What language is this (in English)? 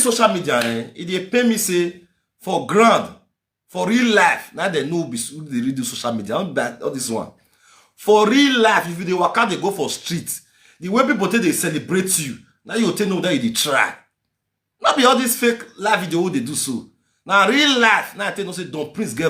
Nigerian Pidgin